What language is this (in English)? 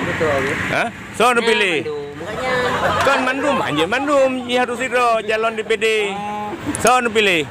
Achinese